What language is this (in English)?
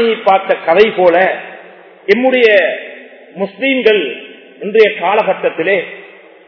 Tamil